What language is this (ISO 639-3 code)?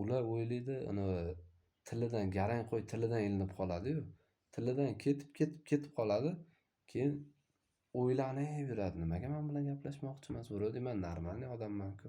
uzb